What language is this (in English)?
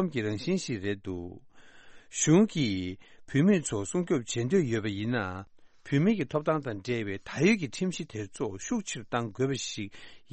Tibetan